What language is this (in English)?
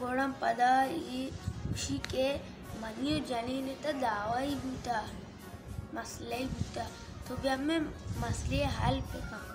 Baluchi